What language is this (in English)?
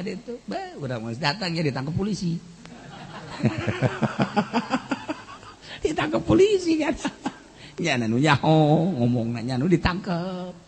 Sundanese